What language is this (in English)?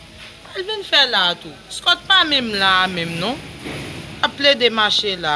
Haitian Creole